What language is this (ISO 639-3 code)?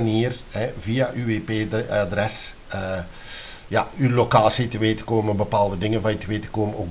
nld